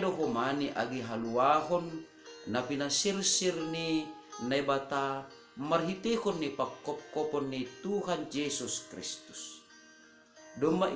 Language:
Batak Simalungun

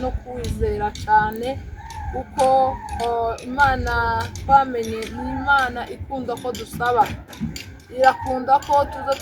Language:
Kinyarwanda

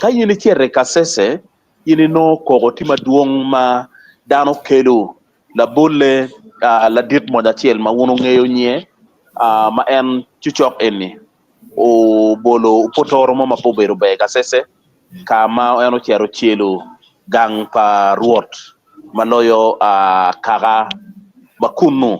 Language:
Acoli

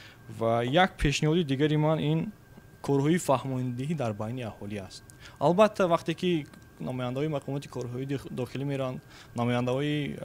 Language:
Tajik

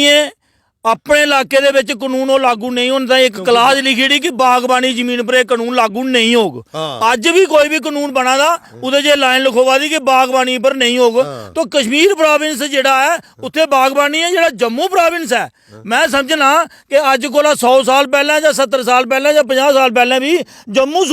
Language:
Dogri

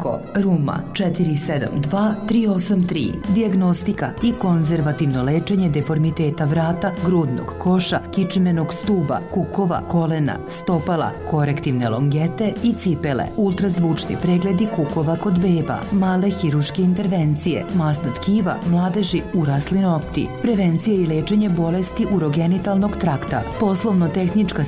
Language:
Serbian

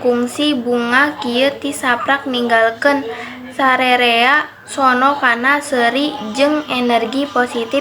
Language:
Sundanese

